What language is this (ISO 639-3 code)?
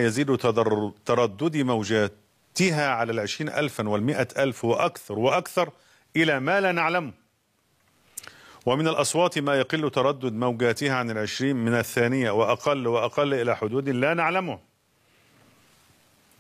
ara